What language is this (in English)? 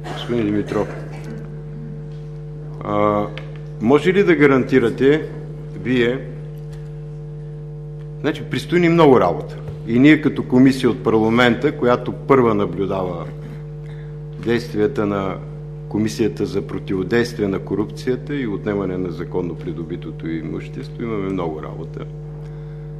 Bulgarian